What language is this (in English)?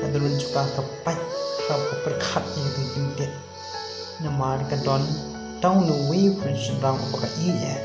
Khasi